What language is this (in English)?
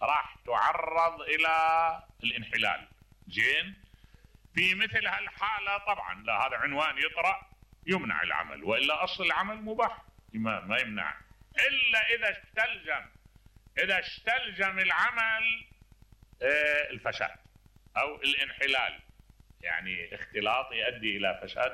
Mesopotamian Arabic